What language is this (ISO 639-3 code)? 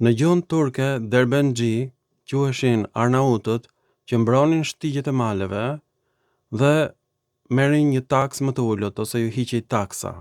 sqi